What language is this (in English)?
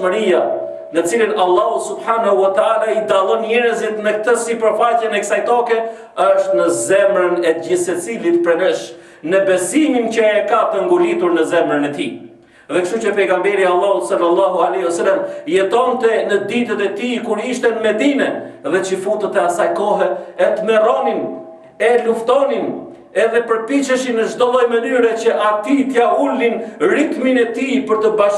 Albanian